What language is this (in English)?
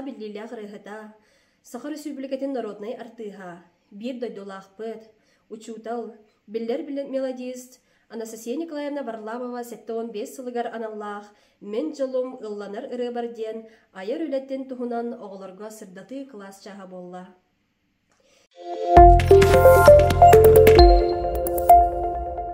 Yakut